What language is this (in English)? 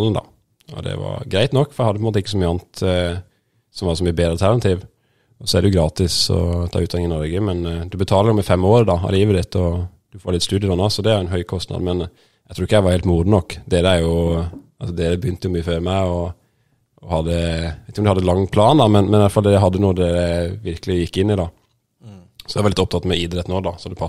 Norwegian